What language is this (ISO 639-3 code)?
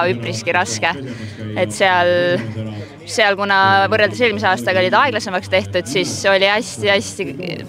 est